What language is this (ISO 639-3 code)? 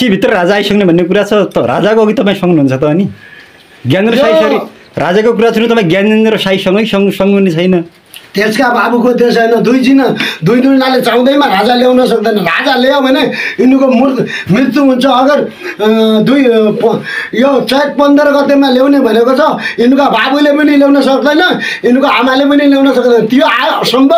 nep